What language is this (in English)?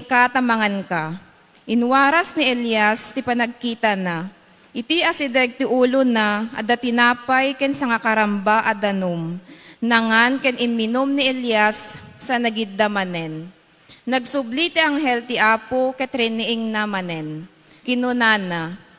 Iloko